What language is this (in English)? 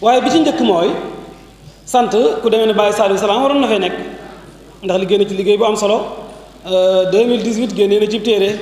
Wolof